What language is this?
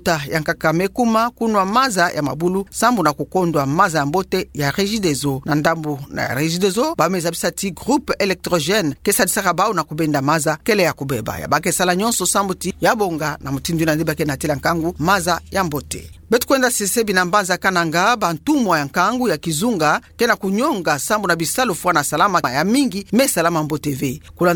Kituba (Democratic Republic of Congo)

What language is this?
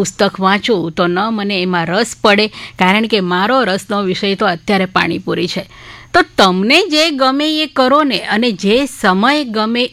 Gujarati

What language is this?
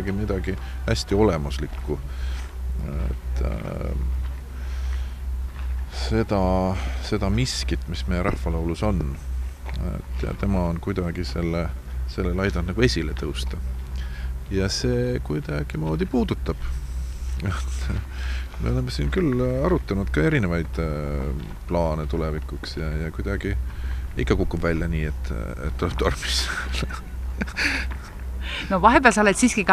Estonian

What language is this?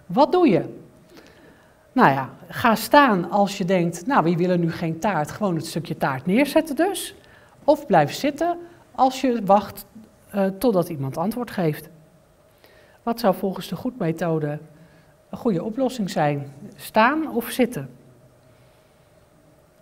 Dutch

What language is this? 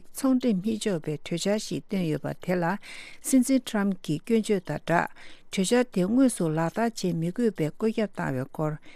Tibetan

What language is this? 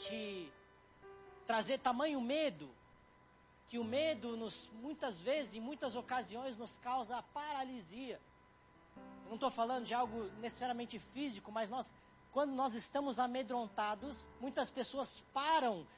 Portuguese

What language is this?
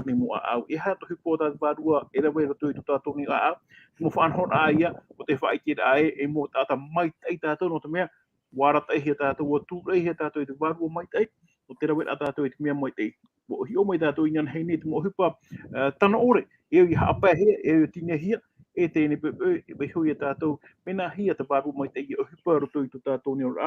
Tahitian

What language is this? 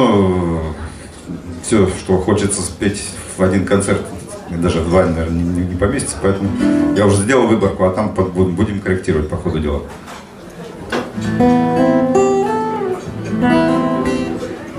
Russian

